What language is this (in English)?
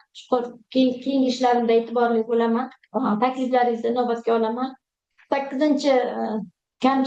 Uzbek